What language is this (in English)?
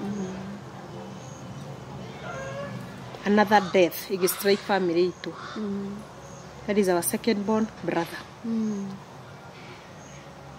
Kikuyu